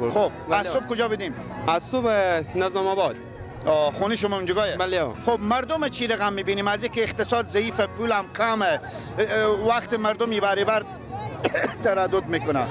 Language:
Persian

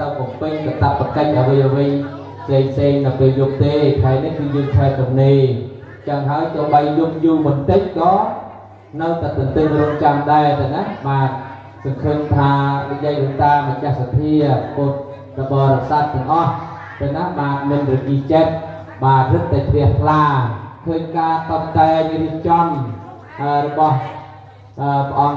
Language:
Khmer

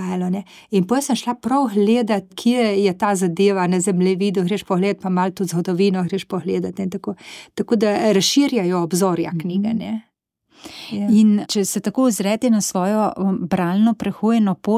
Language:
Slovenian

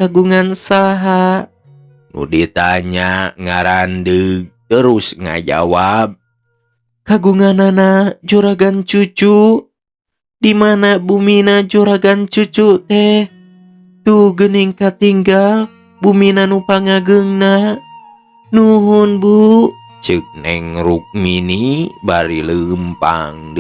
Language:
Sundanese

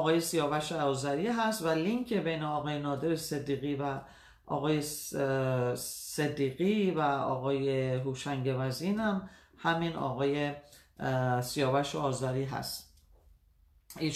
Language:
Persian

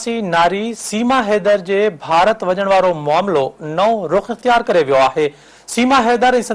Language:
Sindhi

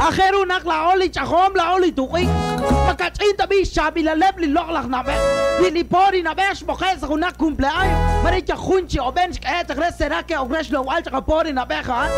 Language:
Kekchí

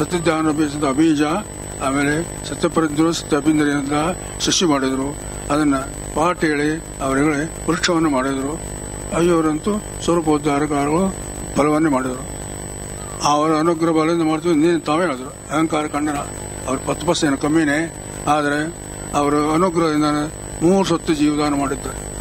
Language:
Kannada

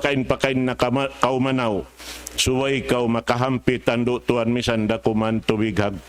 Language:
Tausug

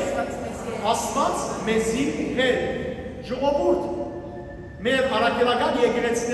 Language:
Western Armenian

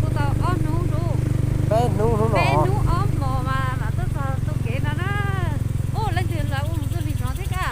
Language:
Hmong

